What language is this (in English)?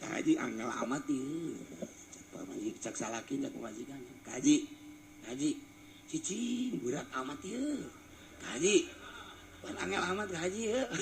Sundanese